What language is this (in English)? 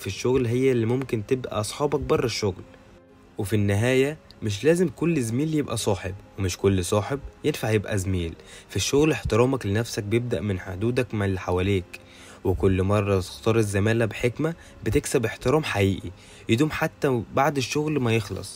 Egyptian Arabic